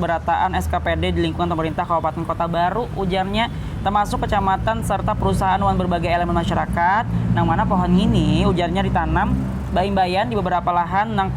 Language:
Banjar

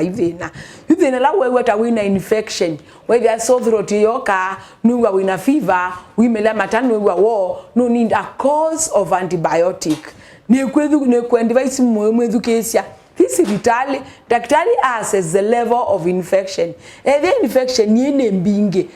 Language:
Kamba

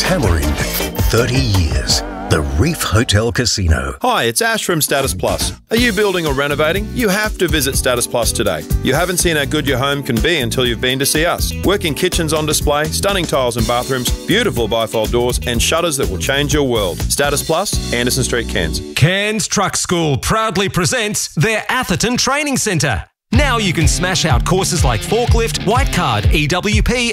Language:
English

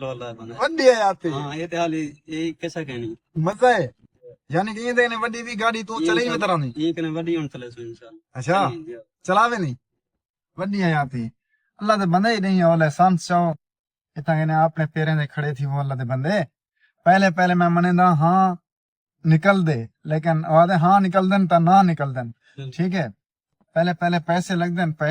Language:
Saraiki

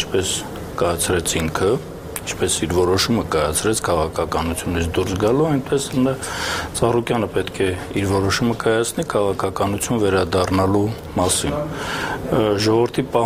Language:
Armenian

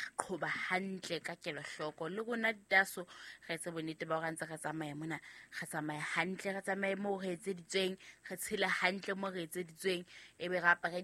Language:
Southern Sotho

